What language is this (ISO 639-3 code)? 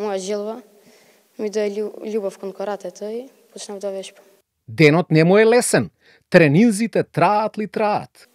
mkd